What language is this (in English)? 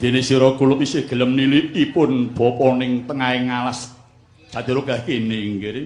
Javanese